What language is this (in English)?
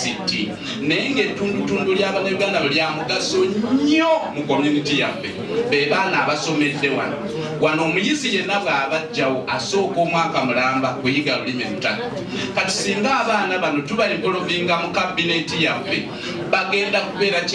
Ganda